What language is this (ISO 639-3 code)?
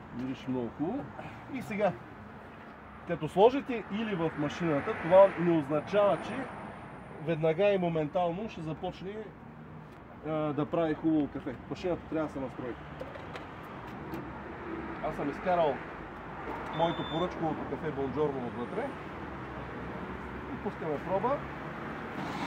bul